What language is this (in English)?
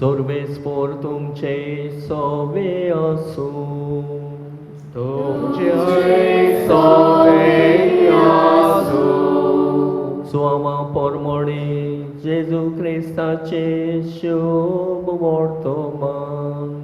Konkani